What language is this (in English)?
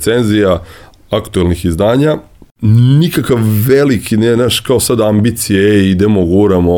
Serbian